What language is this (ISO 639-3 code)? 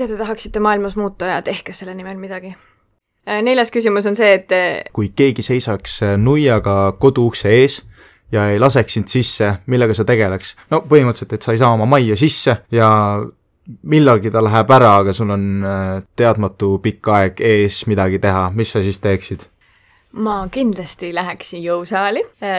est